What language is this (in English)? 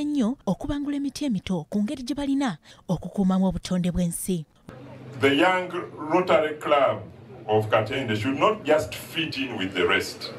Ganda